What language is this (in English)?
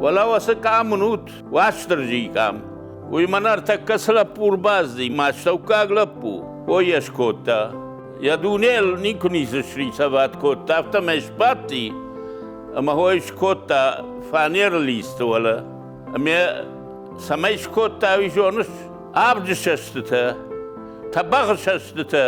Ossetic